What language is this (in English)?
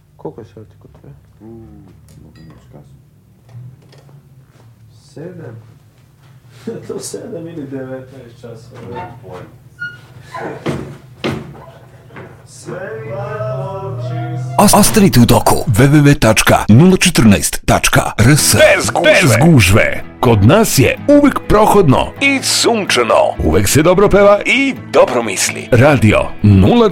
Serbian